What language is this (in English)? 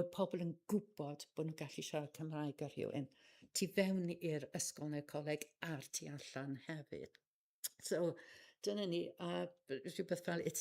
Welsh